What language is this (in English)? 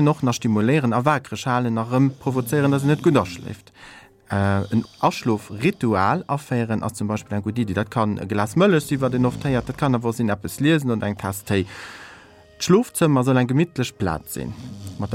Luxembourgish